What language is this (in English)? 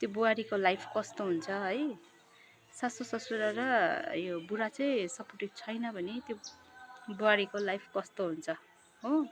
Nepali